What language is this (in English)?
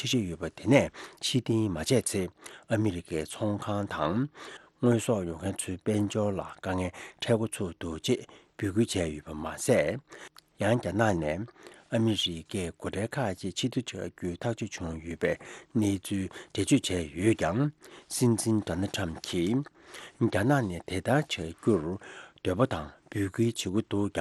Tibetan